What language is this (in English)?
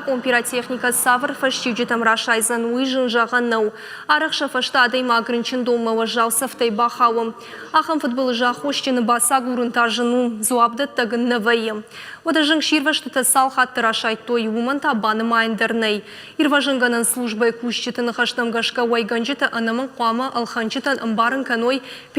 Ossetic